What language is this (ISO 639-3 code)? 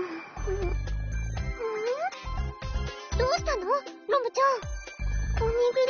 jpn